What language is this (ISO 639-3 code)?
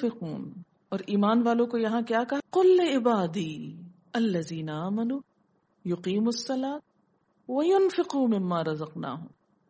urd